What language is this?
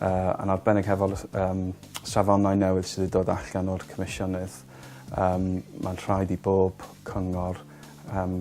Welsh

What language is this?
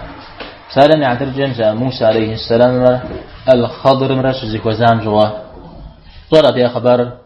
Kabardian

